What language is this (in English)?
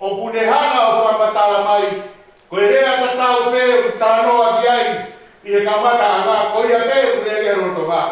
Tongan